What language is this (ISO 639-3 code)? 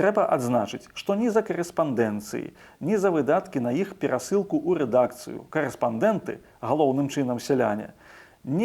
bel